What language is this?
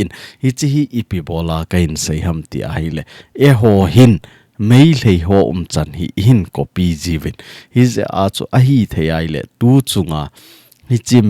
Thado Chin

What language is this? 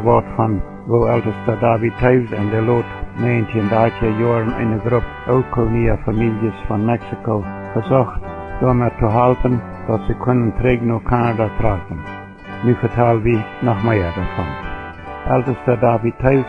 Plautdietsch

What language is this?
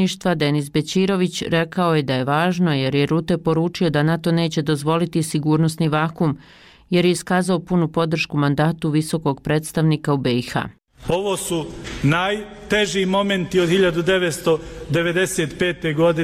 Bosnian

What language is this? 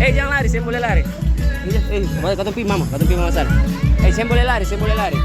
Ambonese Malay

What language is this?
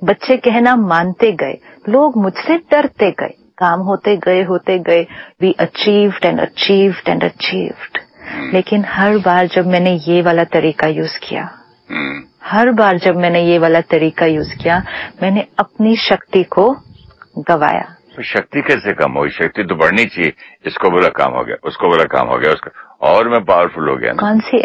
Hindi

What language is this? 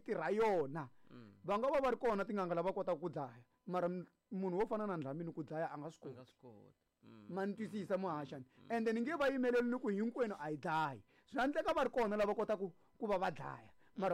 Tsonga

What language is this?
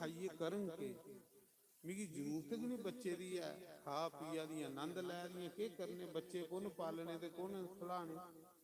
Dogri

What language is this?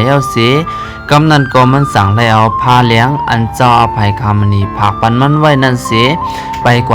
Shan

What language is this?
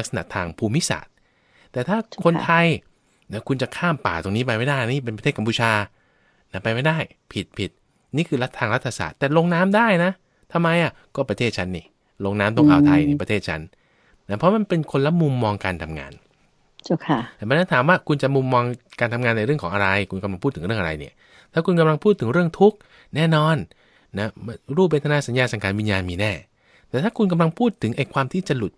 Thai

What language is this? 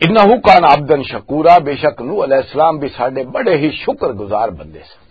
Western Panjabi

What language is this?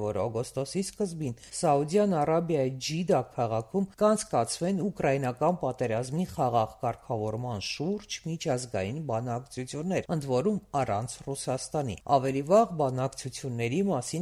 Armenian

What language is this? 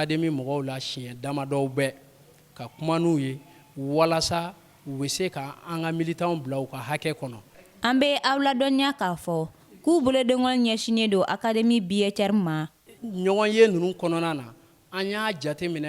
Bambara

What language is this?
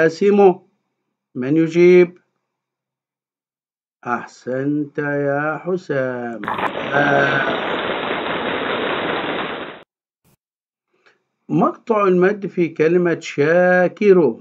Arabic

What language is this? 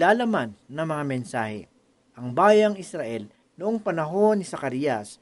Filipino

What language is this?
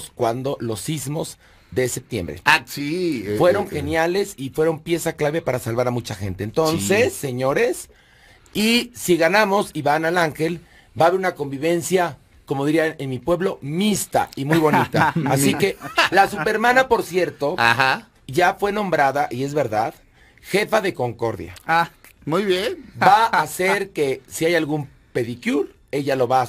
Spanish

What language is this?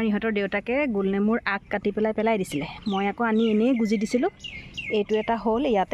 Assamese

